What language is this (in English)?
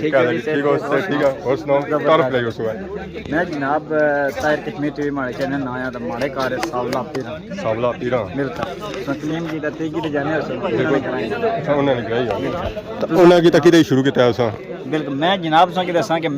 Pahari-Potwari